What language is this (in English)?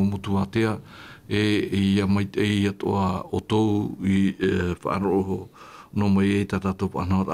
Tahitian